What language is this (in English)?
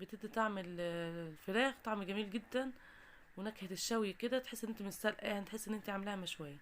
Egyptian Arabic